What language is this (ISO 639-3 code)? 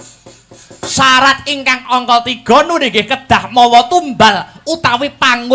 jav